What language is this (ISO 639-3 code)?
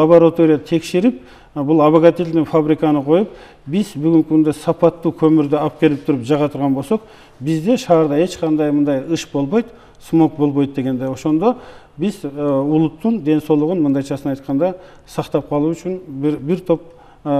kir